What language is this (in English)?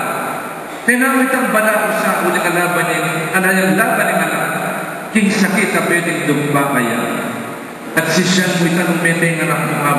Pampanga